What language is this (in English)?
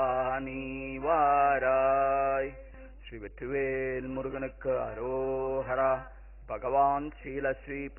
Tamil